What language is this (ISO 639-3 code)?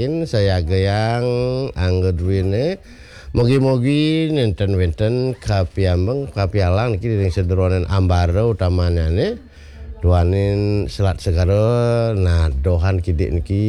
ban